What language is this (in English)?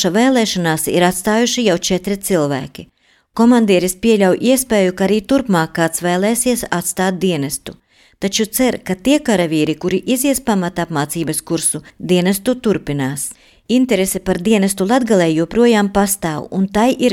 Latvian